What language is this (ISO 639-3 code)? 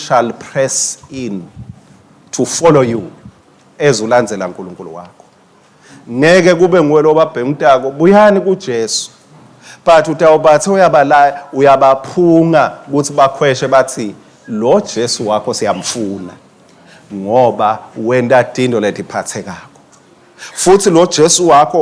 ssw